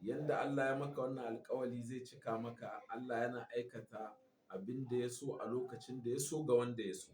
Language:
Hausa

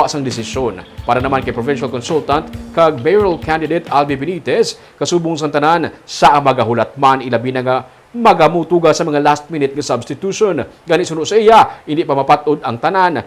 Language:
Hiligaynon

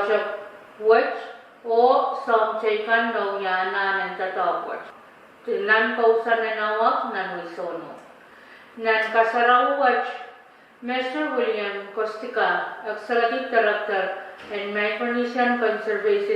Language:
Pohnpeian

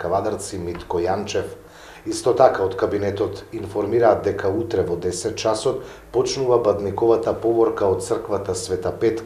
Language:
Macedonian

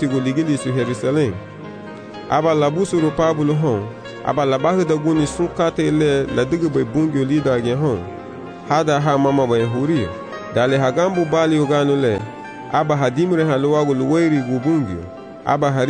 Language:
Garifuna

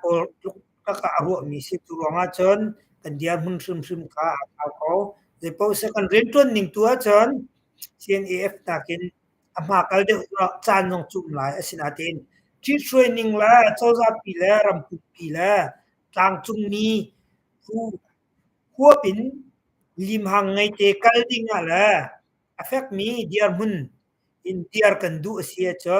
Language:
Hakha Chin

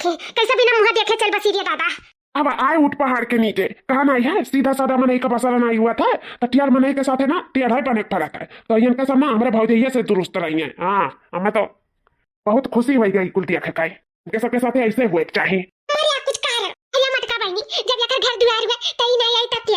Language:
Awadhi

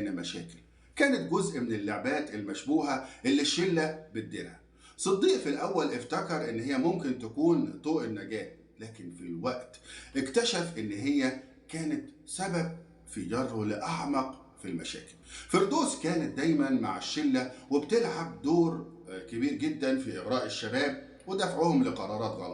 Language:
Egyptian Arabic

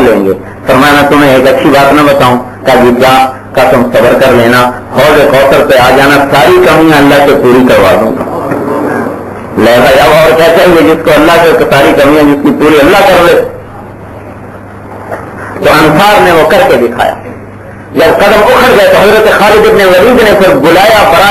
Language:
Urdu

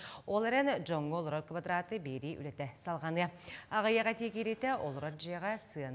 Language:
Yakut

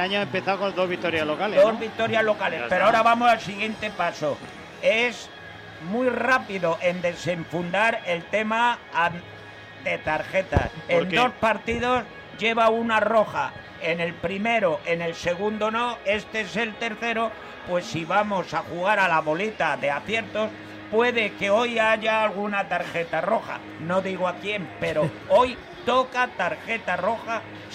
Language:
Spanish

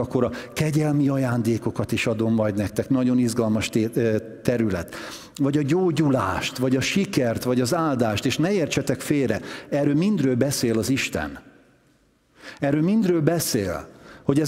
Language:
Hungarian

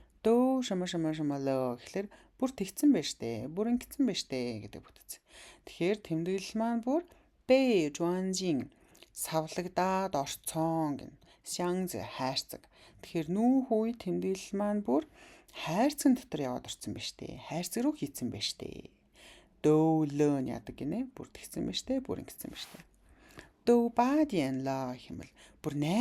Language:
Mongolian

